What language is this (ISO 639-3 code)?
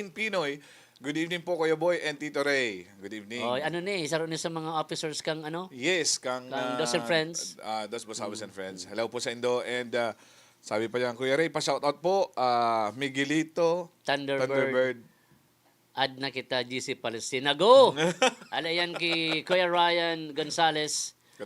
bik